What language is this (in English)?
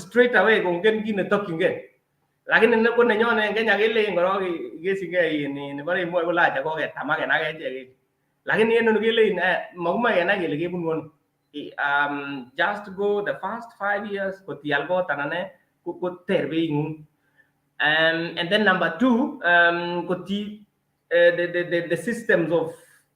Kalenjin